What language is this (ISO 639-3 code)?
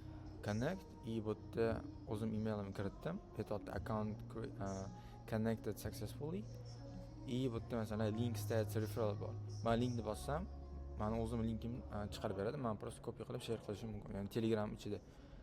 uzb